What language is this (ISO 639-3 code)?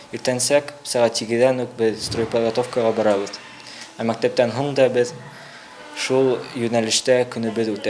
bak